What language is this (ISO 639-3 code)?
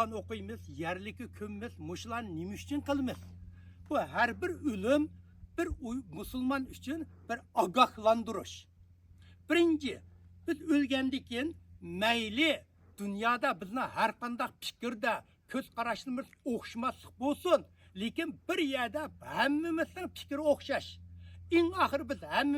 uig